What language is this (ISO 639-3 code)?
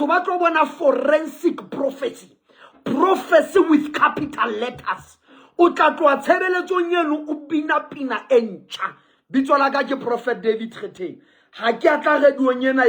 sot